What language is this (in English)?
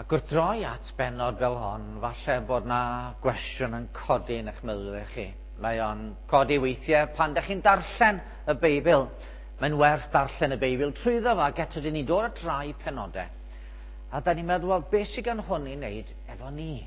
Welsh